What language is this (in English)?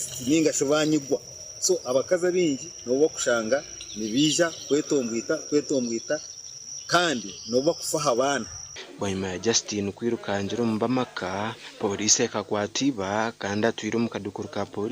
Nyankole